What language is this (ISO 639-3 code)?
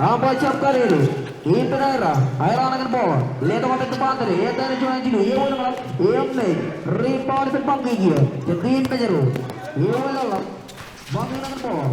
mah